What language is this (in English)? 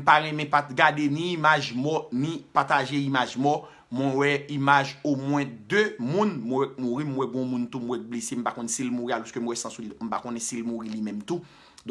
Haitian Creole